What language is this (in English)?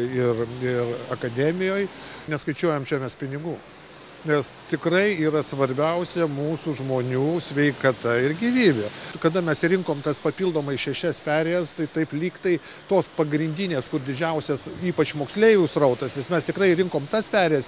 Lithuanian